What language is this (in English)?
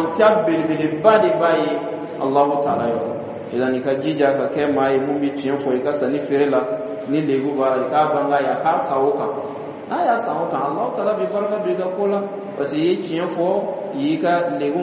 Dyula